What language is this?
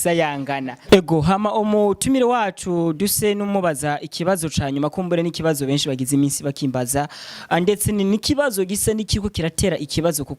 Rundi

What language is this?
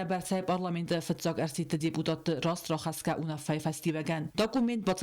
Ossetic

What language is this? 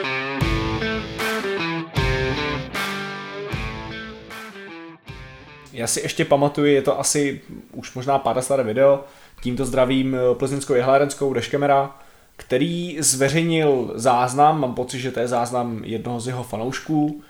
Czech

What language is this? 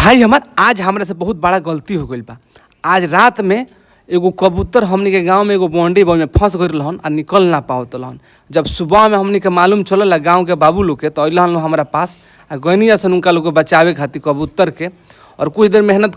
Bhojpuri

